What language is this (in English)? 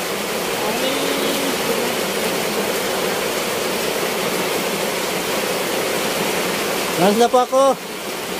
Filipino